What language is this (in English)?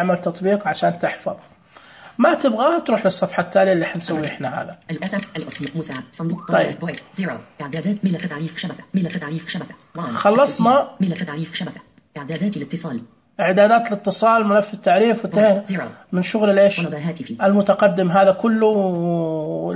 Najdi Arabic